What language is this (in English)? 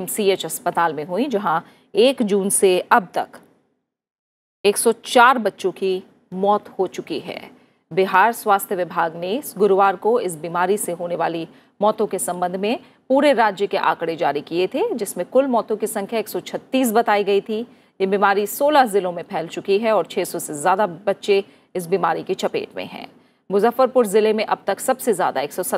Hindi